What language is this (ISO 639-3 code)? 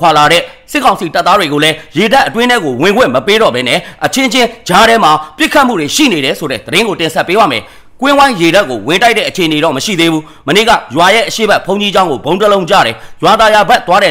mya